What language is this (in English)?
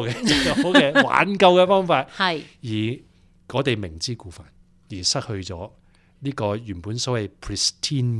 Cantonese